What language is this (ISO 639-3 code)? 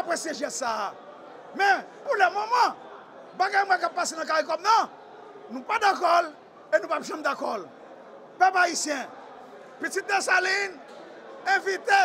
hat